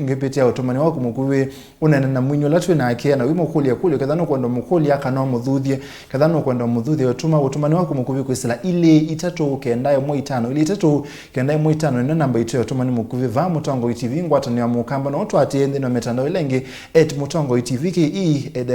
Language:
Kamba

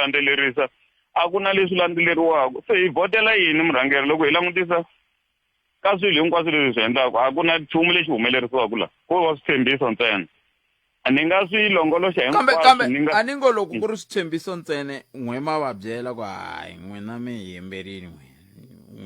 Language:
Tsonga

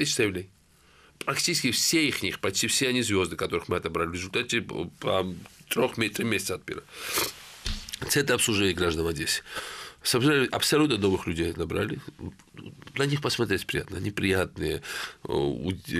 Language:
Russian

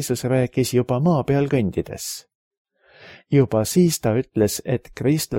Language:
Estonian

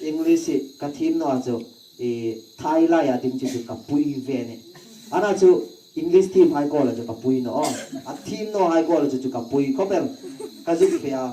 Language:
Hmar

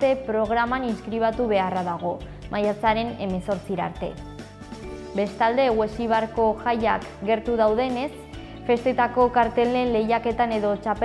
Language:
Basque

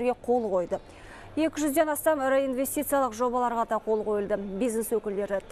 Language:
Kazakh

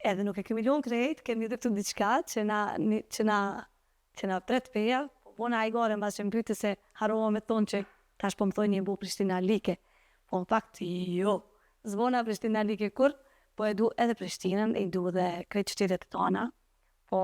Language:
Albanian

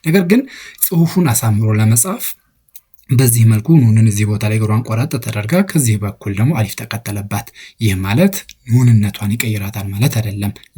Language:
Amharic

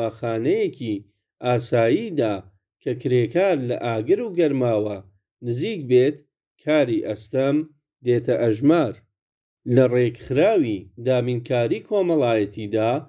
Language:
Central Kurdish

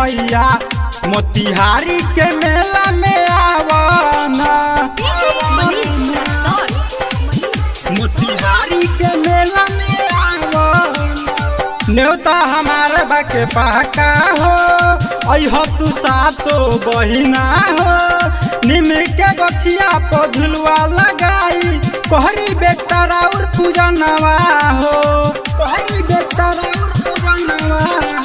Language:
Bhojpuri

